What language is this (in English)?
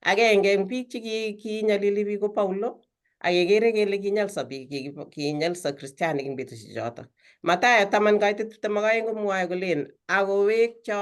Kalenjin